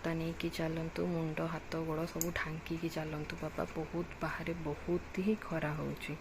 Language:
Odia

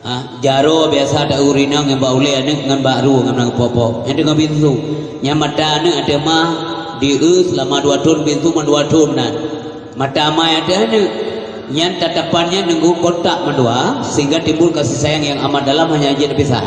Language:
Achinese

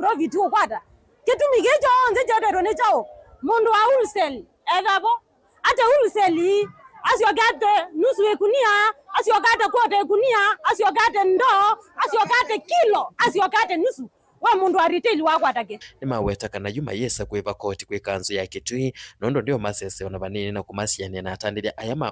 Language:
Kamba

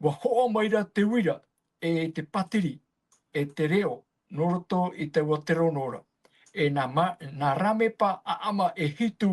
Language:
Tahitian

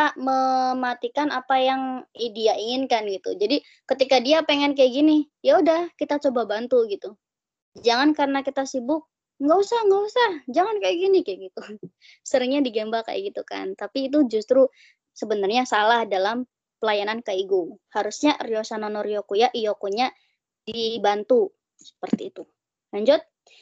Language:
Indonesian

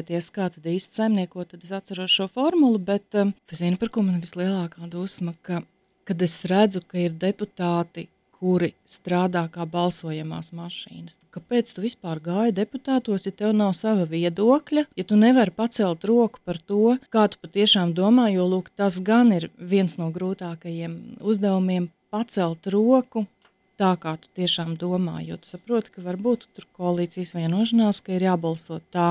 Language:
Latvian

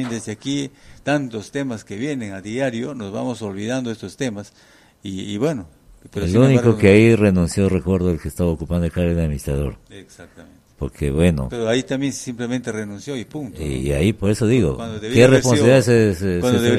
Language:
Spanish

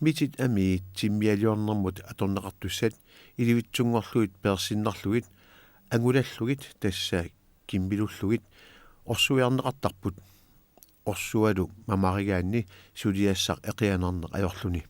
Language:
Kalaallisut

